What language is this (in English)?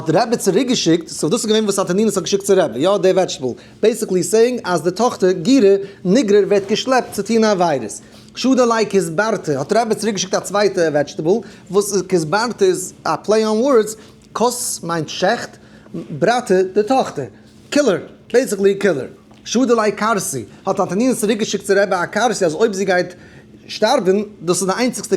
Yiddish